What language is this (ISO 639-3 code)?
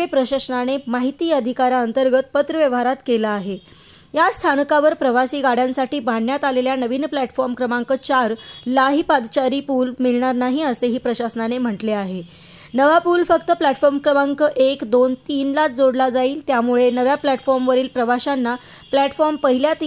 mar